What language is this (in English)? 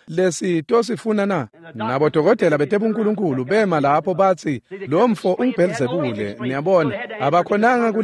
Swati